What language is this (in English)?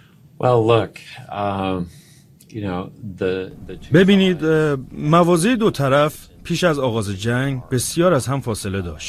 Persian